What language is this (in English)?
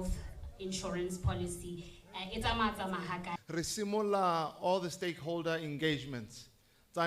Tswana